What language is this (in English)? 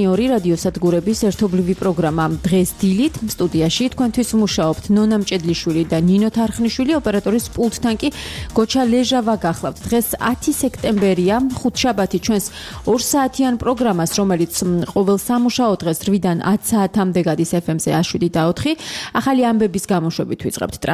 Georgian